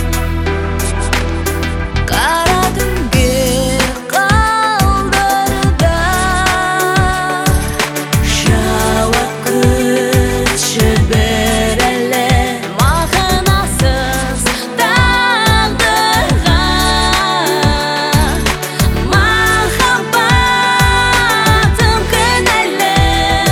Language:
Kazakh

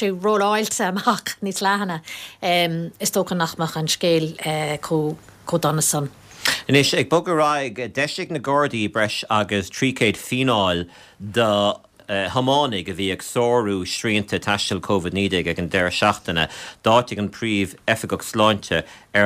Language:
Irish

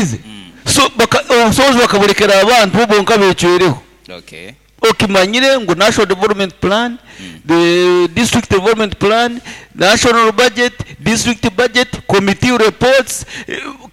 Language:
Nyoro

